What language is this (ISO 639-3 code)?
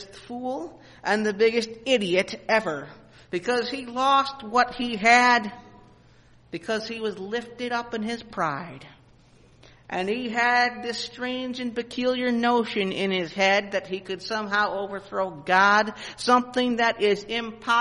eng